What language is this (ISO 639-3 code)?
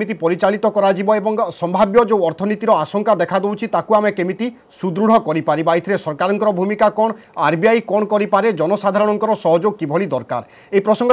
ori